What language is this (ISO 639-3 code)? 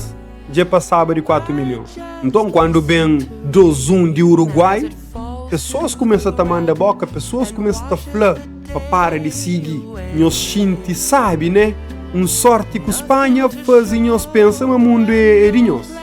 kea